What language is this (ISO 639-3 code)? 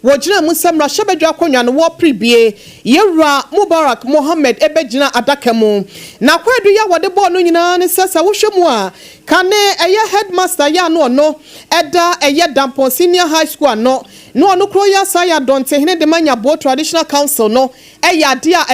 aka